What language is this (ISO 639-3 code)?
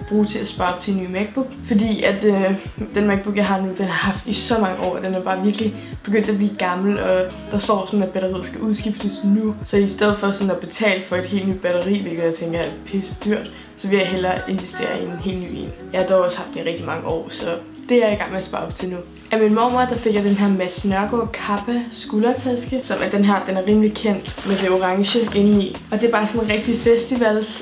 dan